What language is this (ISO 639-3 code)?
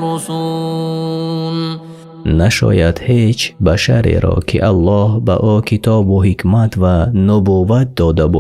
tgk